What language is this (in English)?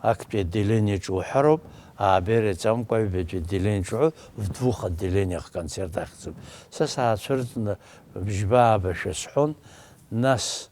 Abkhazian